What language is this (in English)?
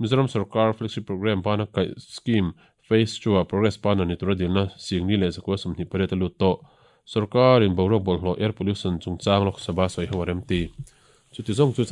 Mizo